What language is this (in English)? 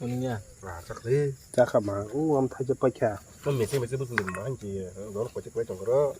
Kok Borok